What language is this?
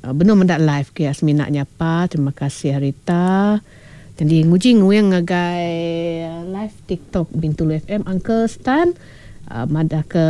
Iban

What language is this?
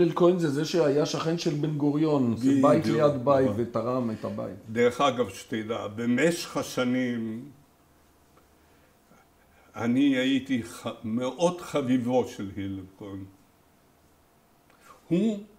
Hebrew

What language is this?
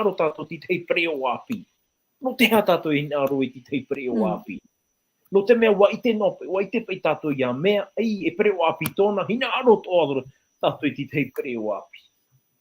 Tahitian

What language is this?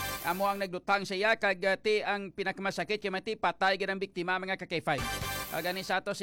Hiligaynon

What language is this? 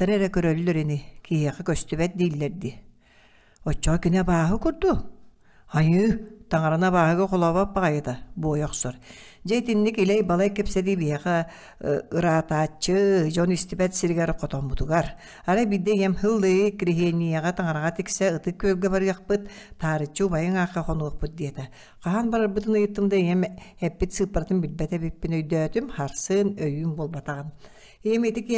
Yakut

